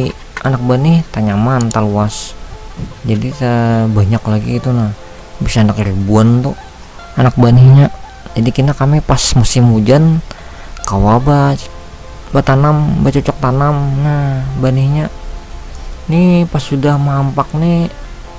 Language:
Banjar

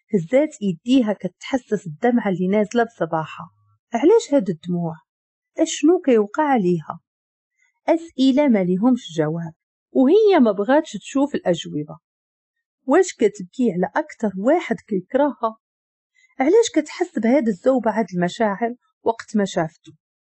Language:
Moroccan Arabic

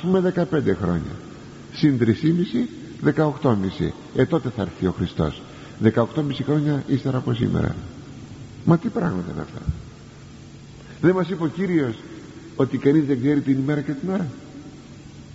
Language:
Greek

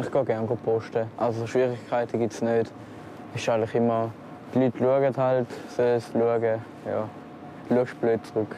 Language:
Swiss German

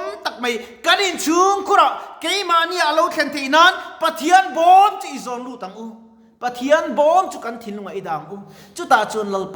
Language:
Mizo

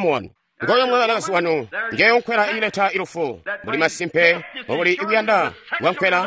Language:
Tonga (Zambia)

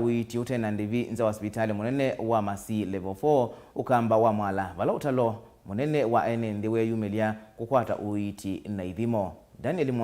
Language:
Kamba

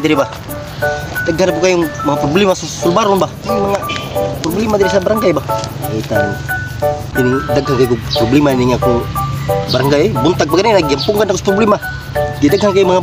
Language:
Cebuano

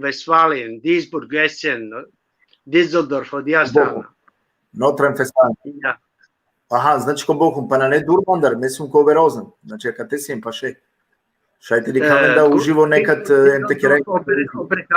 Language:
Balkan Romani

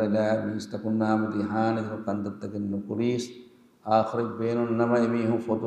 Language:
Divehi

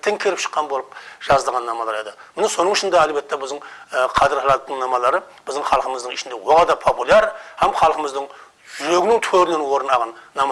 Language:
Kara-Kalpak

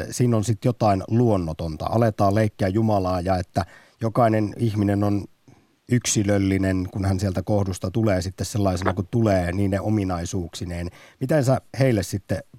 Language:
Finnish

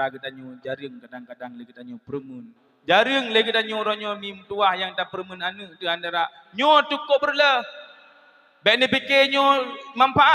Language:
Achinese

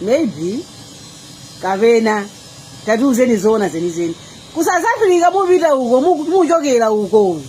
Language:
Nyanja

